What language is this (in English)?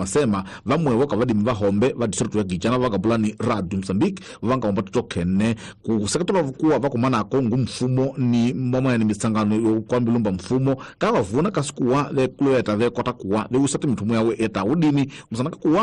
Tsonga